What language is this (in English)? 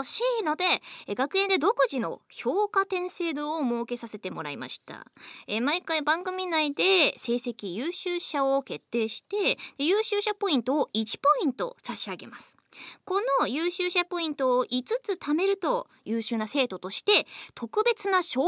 Japanese